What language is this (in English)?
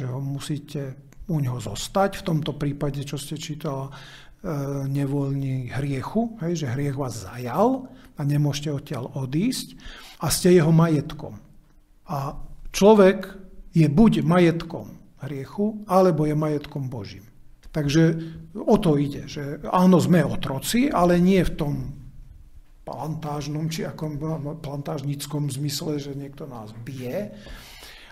Slovak